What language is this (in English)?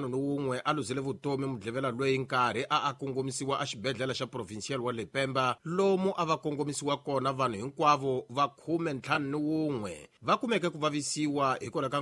Tsonga